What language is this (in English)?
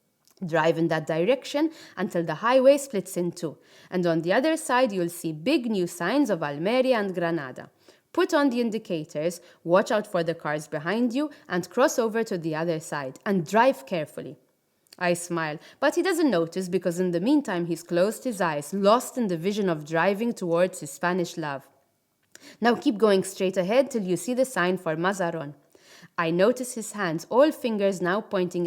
English